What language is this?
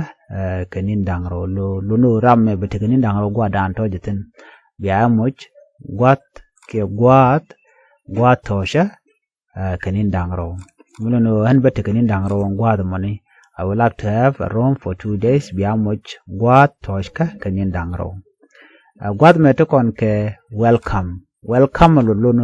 Nuer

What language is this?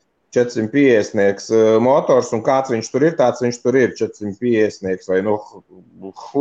Latvian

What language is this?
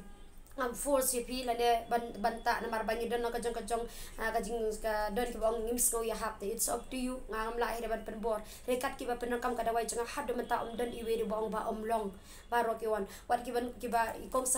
Khasi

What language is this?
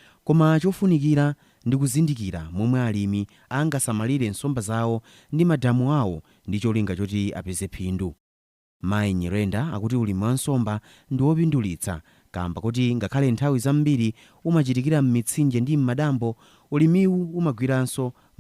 Nyanja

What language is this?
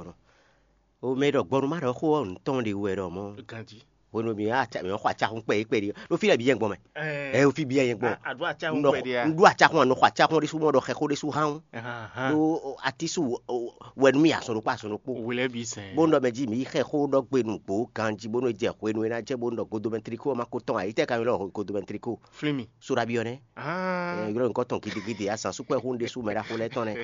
Fon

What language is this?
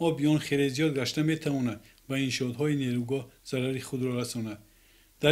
Tajik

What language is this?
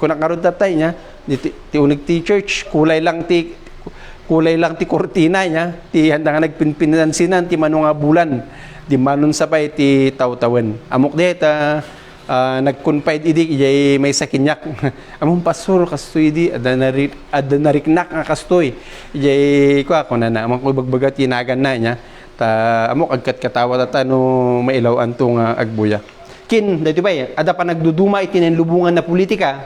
Iloko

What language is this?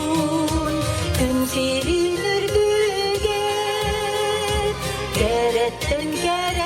Yakut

